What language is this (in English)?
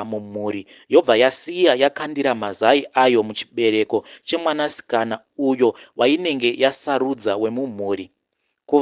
Shona